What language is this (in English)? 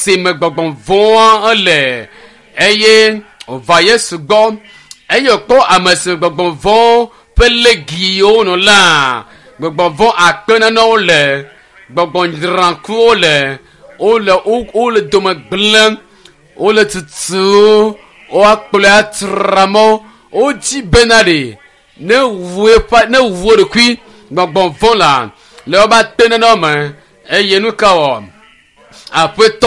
Ewe